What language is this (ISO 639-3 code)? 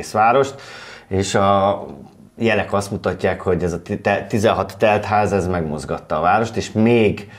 hun